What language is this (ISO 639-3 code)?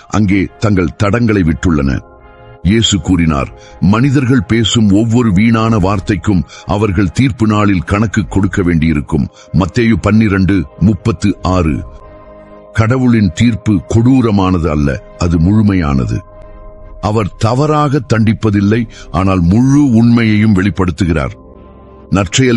tam